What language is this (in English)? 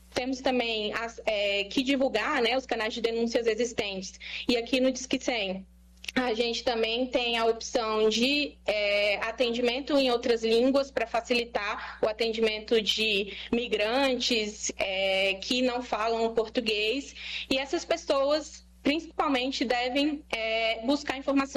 Portuguese